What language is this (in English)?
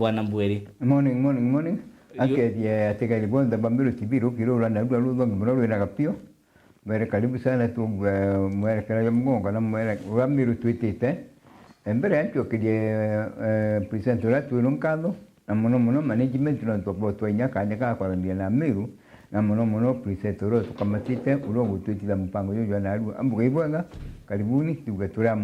Meru